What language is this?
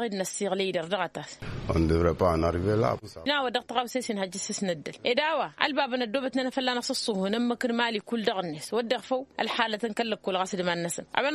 Tamasheq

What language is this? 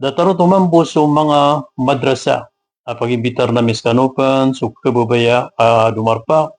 Maranao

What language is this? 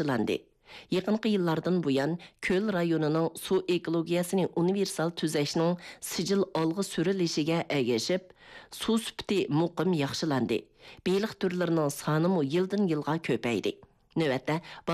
Uyghur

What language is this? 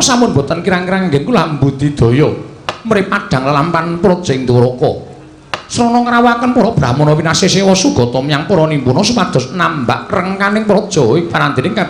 Javanese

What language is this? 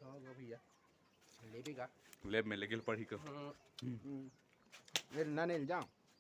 Chhattisgarhi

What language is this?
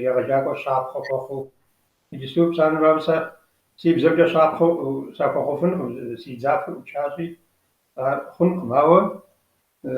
Kabardian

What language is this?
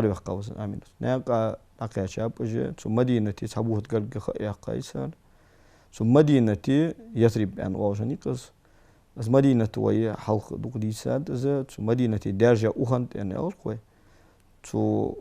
Ingush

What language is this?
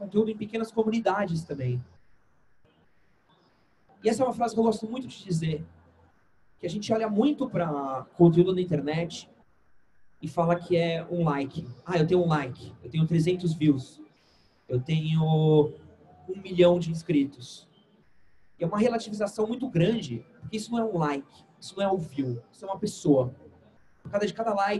Portuguese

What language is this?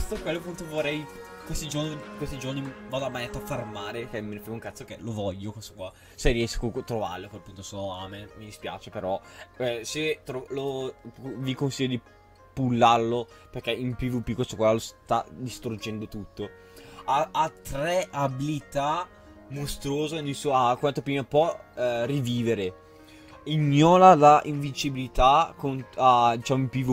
Italian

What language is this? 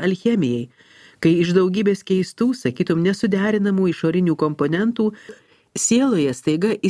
Lithuanian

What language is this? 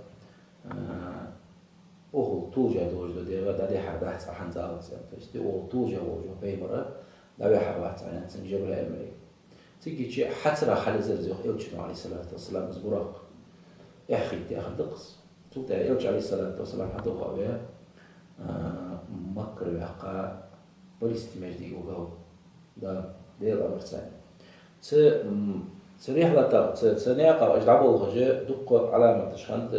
Ingush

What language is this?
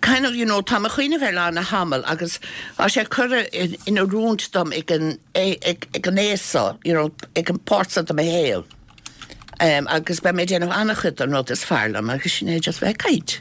Irish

